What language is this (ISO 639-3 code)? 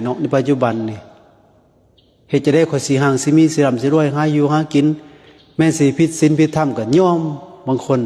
lao